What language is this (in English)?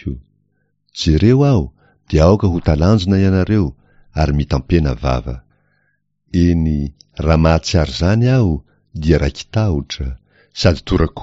Malagasy